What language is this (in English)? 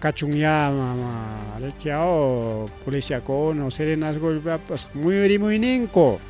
Ayacucho Quechua